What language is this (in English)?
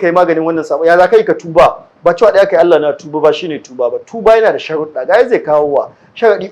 Hausa